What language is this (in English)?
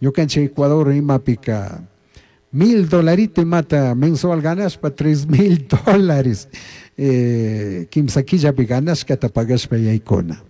Chimborazo Highland Quichua